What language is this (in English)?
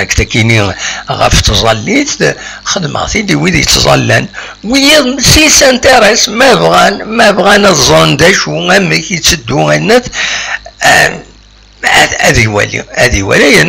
Kabyle